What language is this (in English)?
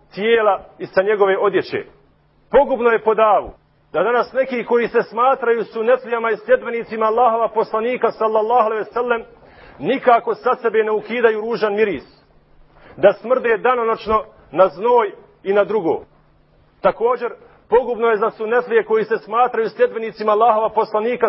Bosnian